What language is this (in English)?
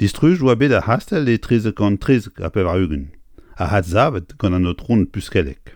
Breton